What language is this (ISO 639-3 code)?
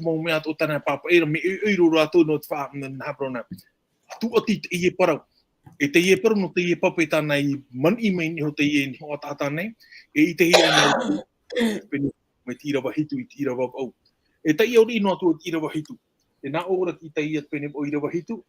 tah